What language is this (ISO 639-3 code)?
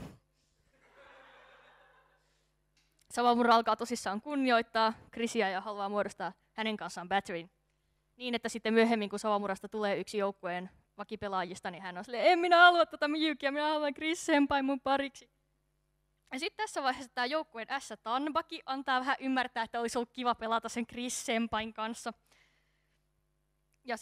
fin